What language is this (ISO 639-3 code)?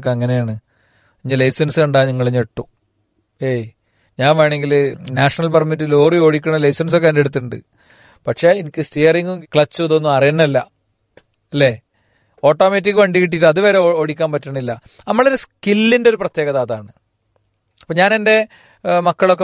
mal